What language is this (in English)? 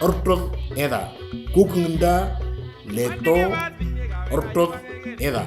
Moro